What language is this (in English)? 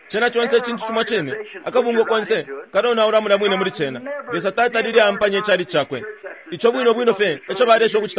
Bemba